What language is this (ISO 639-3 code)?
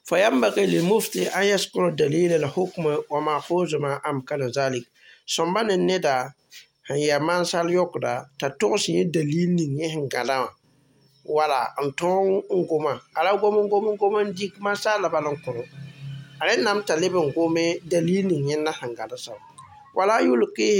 mos